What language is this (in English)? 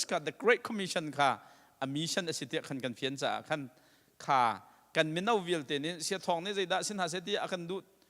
Hakha Chin